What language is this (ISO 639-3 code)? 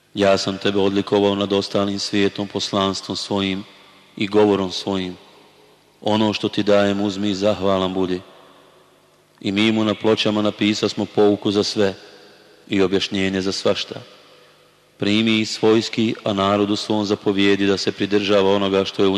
bos